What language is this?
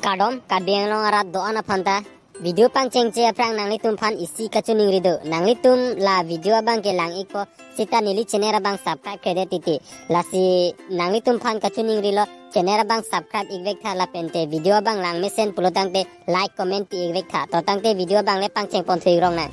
Karbi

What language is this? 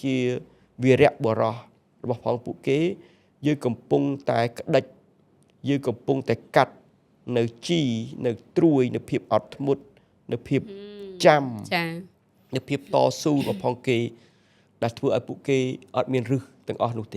Khmer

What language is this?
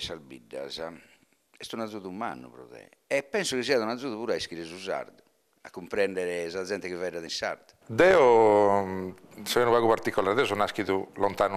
Sardinian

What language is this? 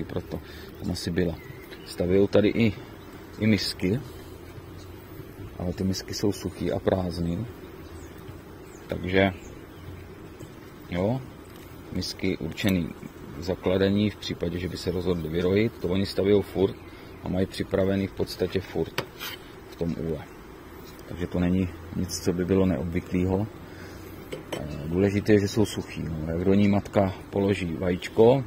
Czech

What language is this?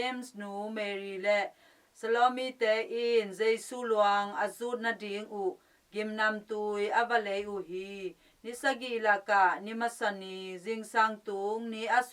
Tedim Chin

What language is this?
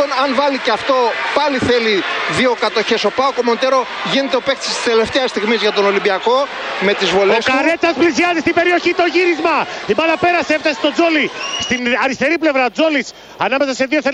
Greek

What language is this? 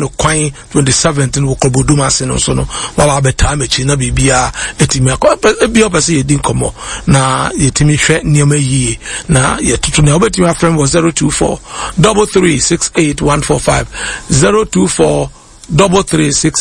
Akan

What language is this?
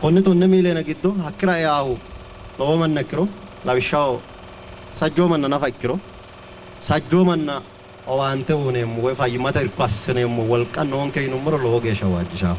Sidamo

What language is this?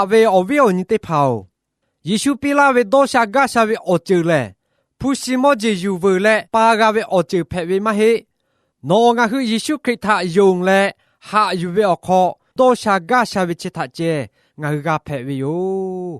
Lahu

